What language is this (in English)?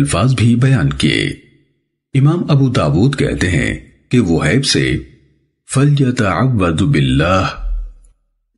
Urdu